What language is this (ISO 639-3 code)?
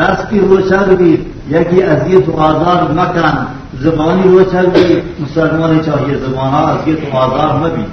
bal